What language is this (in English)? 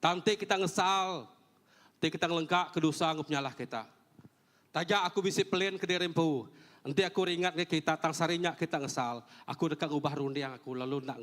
Iban